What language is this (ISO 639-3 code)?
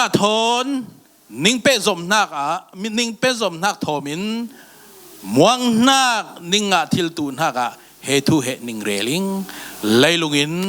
cfm